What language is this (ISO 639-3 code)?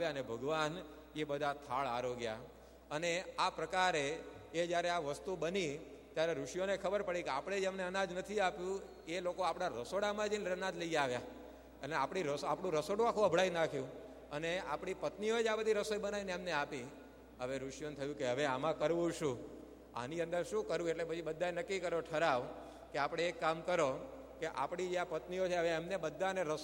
guj